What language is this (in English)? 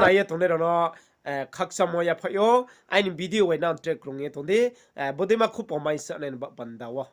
Riang (India)